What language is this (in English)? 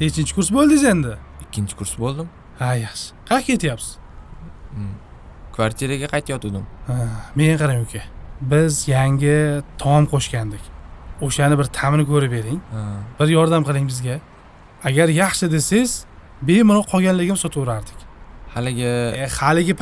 Uzbek